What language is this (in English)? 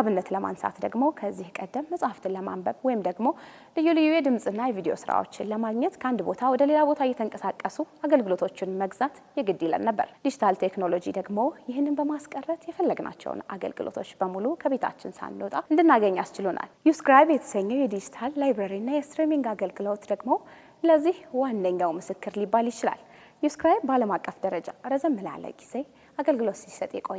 Amharic